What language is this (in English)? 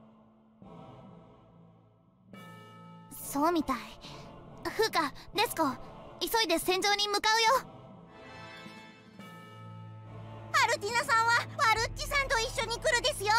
Japanese